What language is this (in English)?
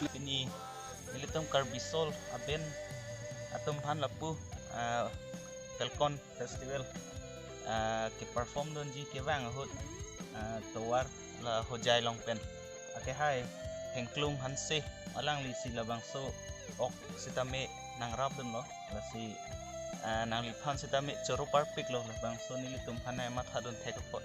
Karbi